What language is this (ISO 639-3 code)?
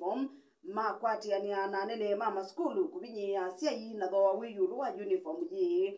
kam